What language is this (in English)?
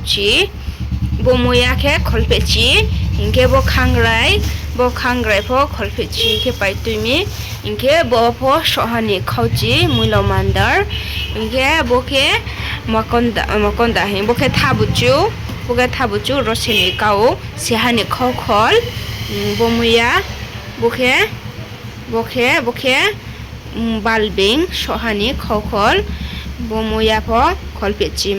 Riang (India)